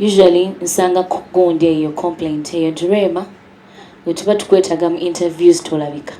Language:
Ganda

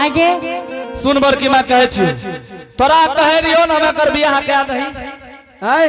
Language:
Angika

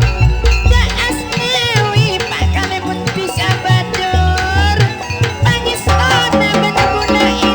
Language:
Madurese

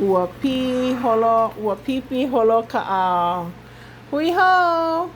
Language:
Hawaiian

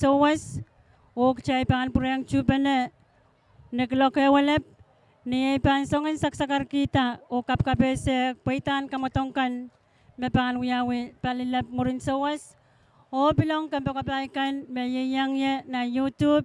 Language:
Pohnpeian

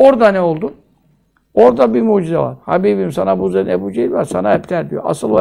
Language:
Turkish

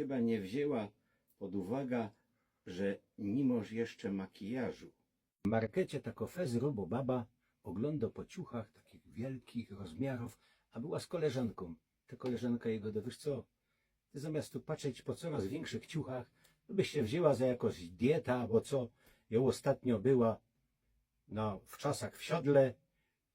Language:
Silesian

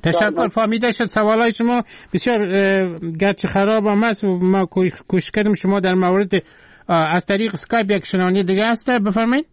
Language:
Persian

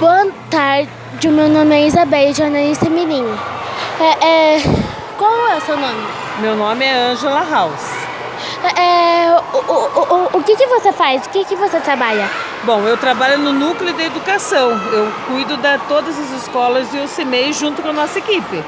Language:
Portuguese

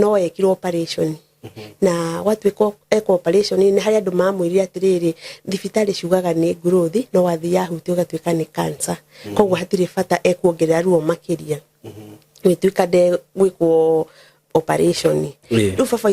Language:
Kikuyu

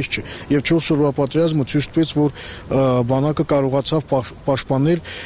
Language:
Armenian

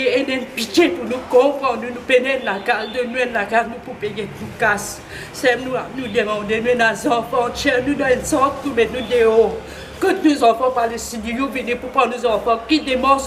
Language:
Morisyen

